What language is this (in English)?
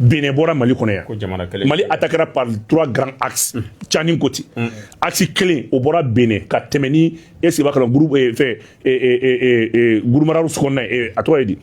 Bambara